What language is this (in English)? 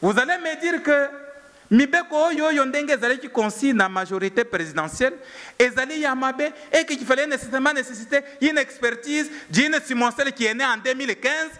Lingala